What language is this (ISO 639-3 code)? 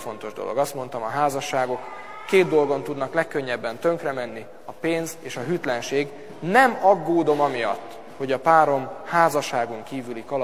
hun